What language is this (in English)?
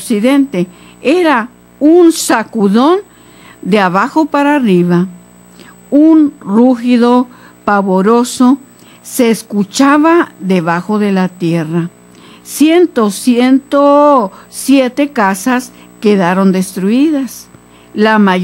Spanish